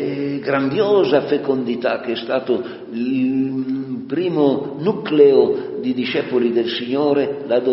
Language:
Italian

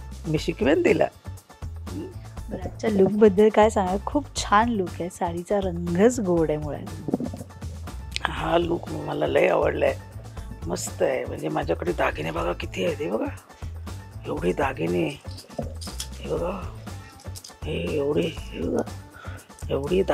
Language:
Marathi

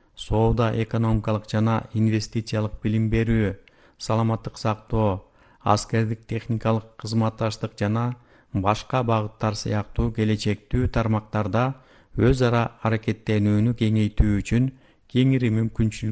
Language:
Kyrgyz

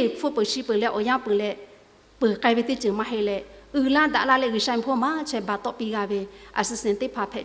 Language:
Lahu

